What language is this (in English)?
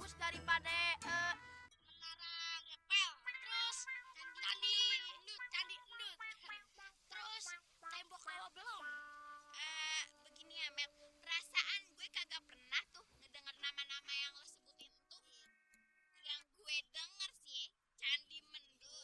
Betawi